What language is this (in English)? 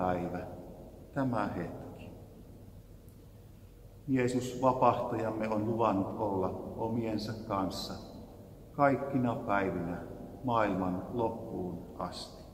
Finnish